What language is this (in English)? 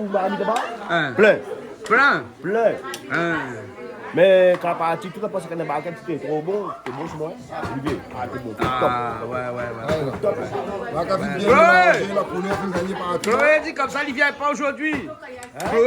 Réunion Creole French